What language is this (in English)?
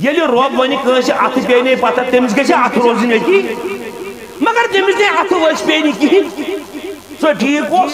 Kashmiri